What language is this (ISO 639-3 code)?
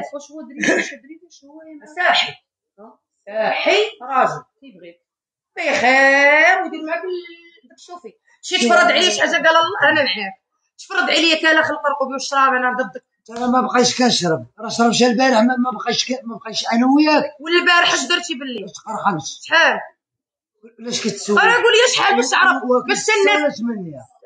ary